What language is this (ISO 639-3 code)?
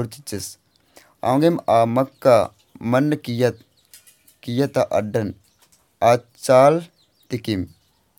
kru